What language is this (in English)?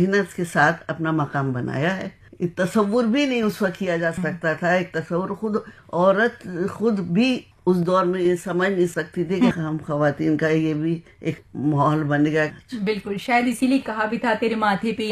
Urdu